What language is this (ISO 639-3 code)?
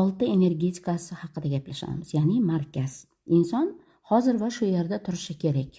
uzb